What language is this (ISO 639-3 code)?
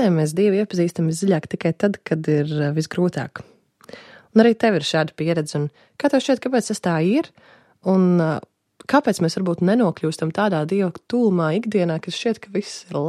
lav